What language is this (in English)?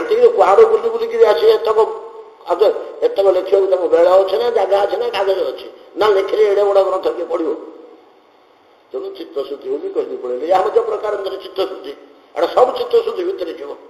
Odia